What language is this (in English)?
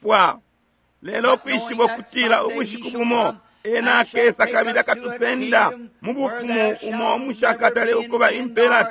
Bemba